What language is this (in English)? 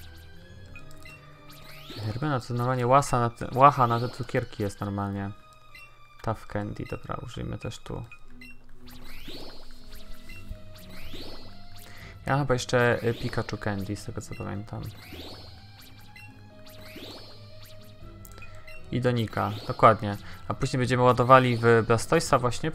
Polish